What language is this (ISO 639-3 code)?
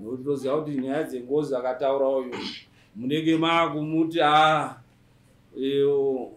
sna